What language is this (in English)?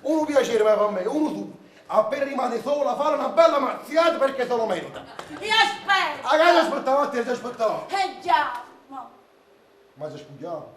Neapolitan